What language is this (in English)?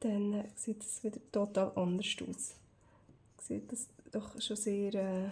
Swiss German